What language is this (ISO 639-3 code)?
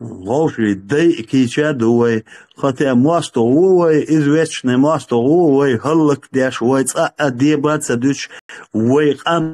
che